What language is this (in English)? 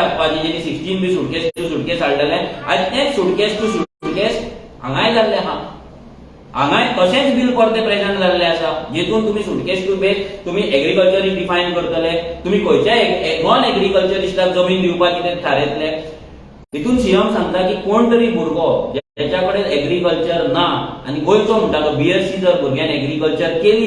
Konkani